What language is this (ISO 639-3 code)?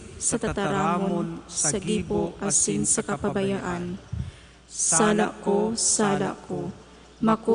bik